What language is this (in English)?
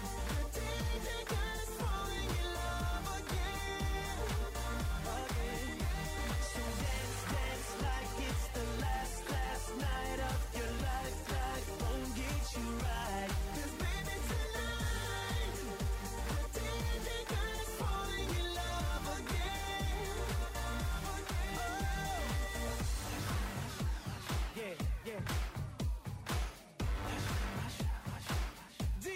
English